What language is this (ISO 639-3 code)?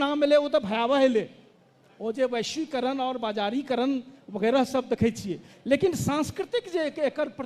mai